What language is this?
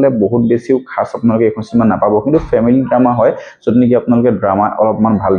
Assamese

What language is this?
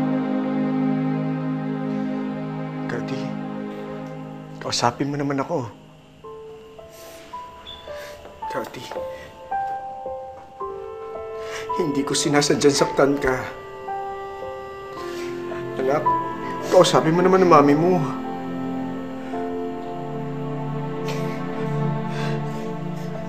Filipino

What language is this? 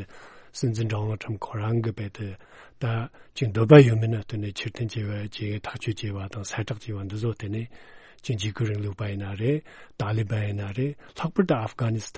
Tibetan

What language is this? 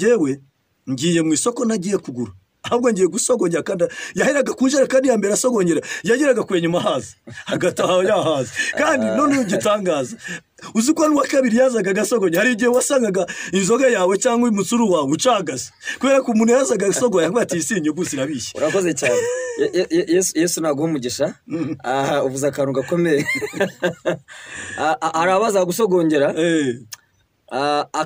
Kinyarwanda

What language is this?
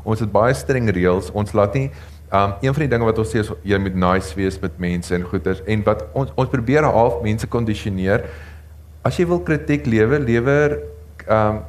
Afrikaans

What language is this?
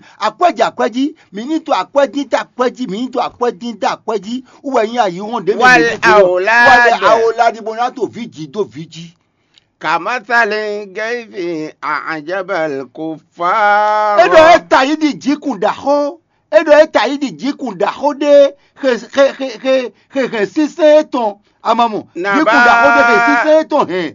Fon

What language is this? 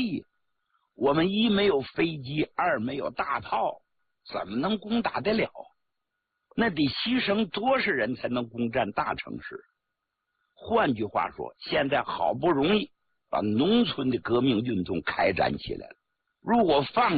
Chinese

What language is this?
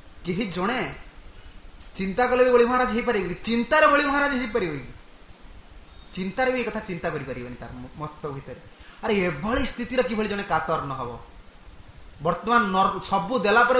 Odia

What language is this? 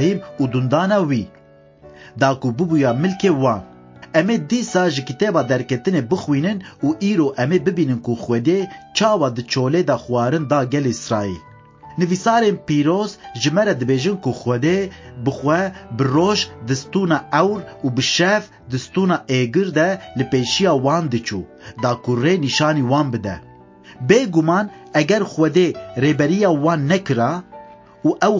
Kurdish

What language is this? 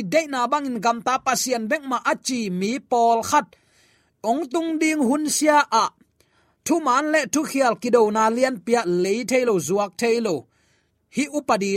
Tedim Chin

